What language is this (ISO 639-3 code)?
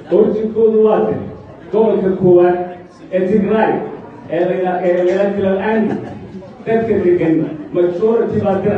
som